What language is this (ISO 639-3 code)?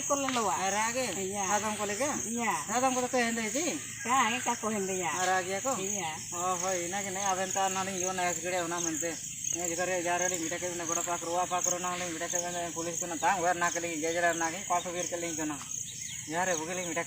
hoc